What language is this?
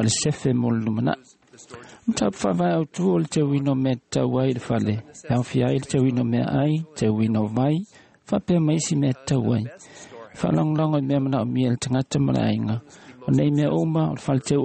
Samoan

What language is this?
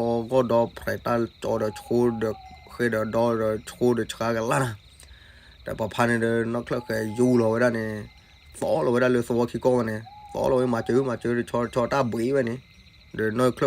S'gaw Karen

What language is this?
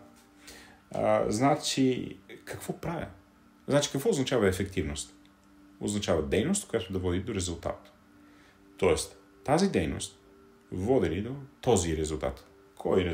Bulgarian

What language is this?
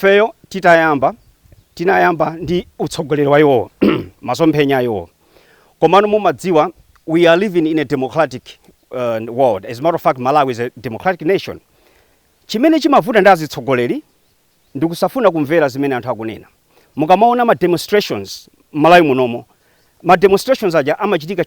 Nyanja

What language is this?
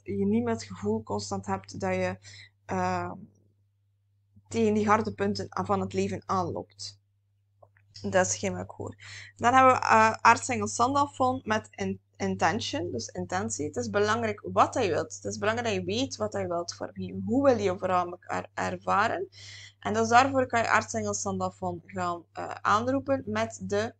Dutch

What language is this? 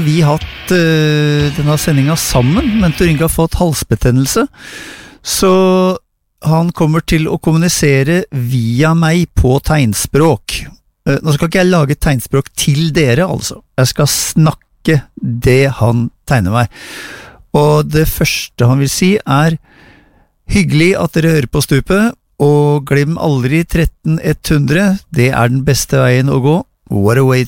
Norwegian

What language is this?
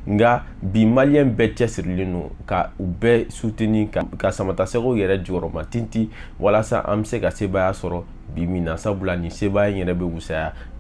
Bambara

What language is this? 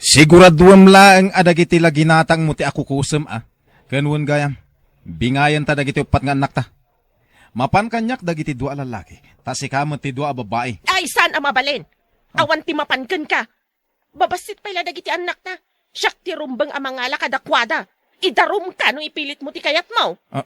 Iloko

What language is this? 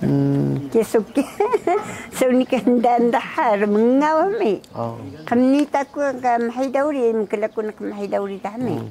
Taroko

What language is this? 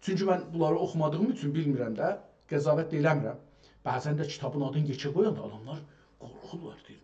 South Azerbaijani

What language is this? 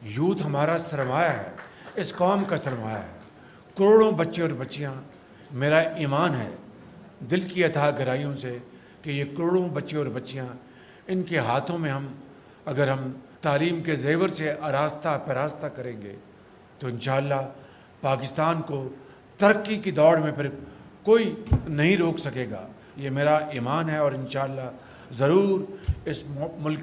Urdu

